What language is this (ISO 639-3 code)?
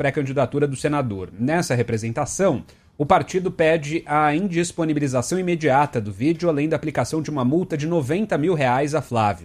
por